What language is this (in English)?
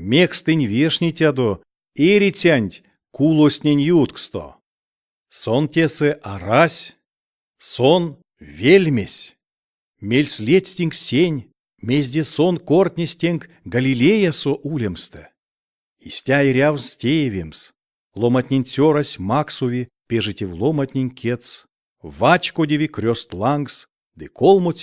Erzya